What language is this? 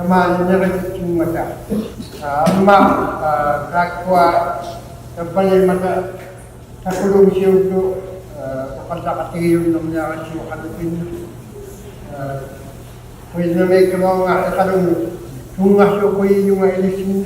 Inuktitut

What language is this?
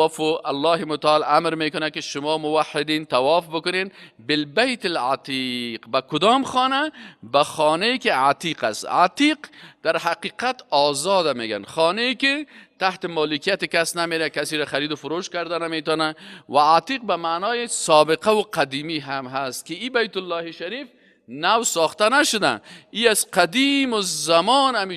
Persian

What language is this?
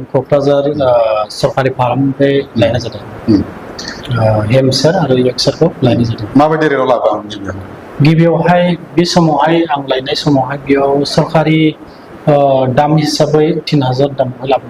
Bodo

